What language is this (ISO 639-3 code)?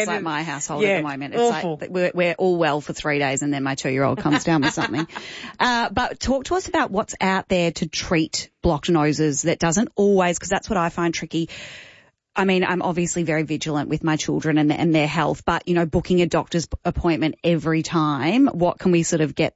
eng